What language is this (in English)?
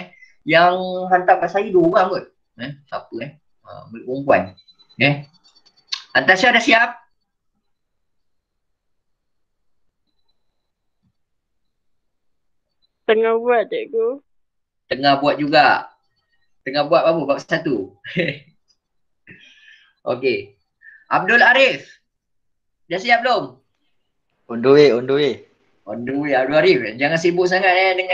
Malay